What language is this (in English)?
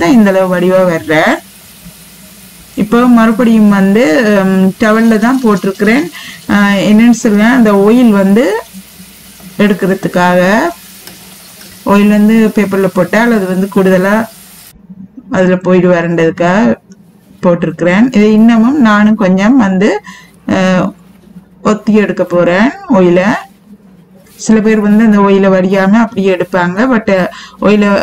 Tamil